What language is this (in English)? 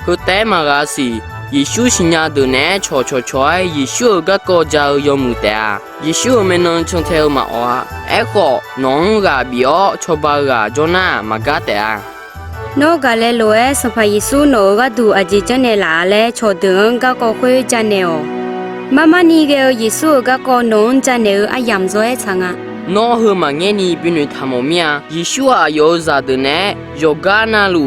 Akha